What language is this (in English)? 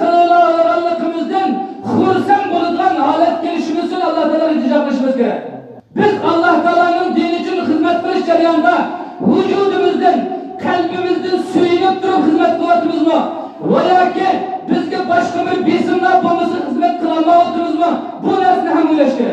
Uyghur